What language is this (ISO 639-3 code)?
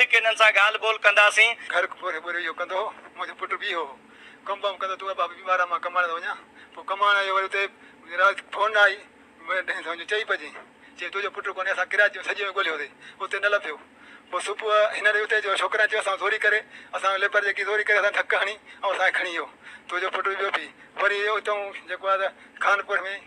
snd